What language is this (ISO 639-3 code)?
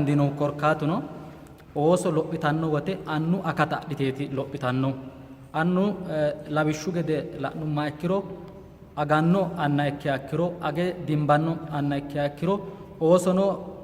sid